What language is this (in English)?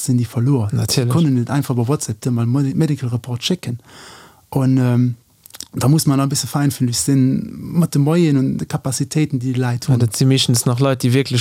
Luxembourgish